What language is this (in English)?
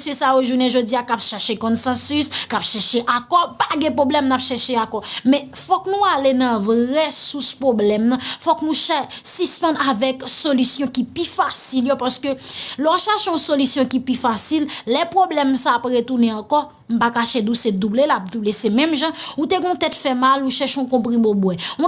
Haitian Creole